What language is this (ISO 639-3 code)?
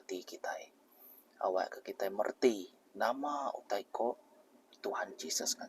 iba